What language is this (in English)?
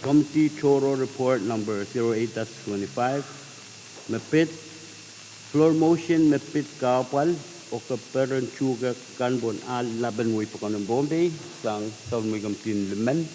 Pohnpeian